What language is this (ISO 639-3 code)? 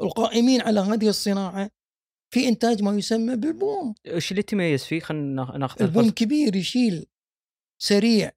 afb